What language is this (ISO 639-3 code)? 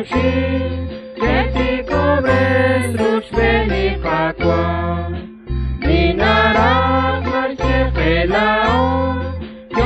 kek